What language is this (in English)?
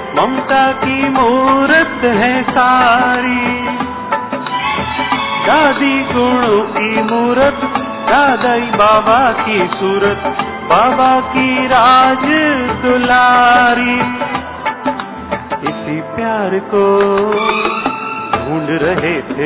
Hindi